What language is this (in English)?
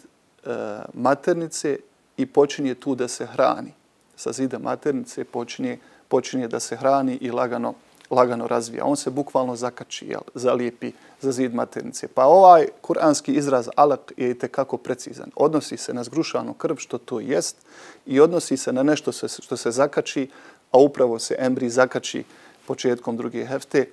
Bosnian